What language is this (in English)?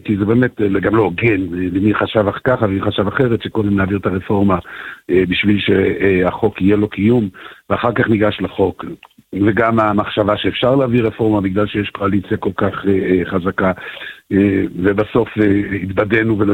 Hebrew